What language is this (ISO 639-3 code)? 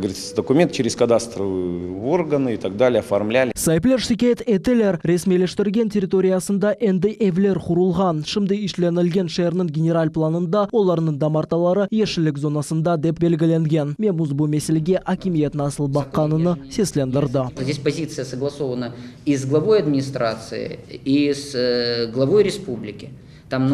crh